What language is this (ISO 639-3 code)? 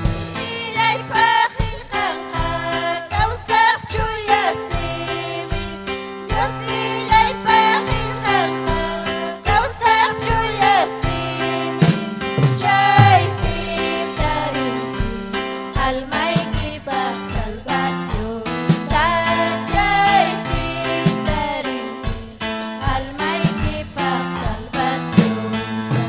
quy